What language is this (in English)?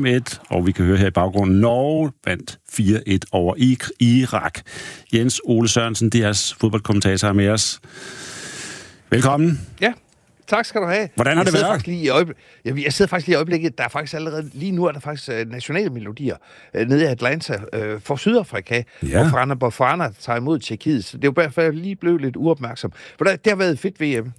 Danish